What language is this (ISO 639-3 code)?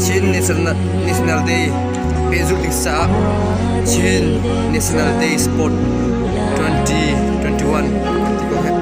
cnh